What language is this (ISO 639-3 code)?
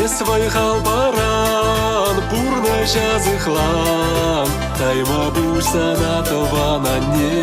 chv